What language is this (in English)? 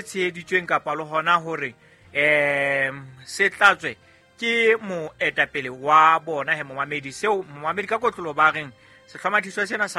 Southern Sotho